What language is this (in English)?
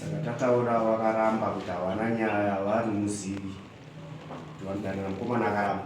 Shona